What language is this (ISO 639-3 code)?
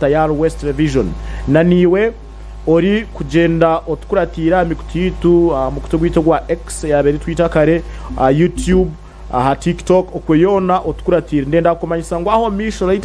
nyn